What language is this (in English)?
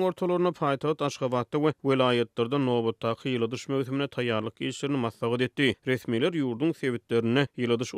Turkmen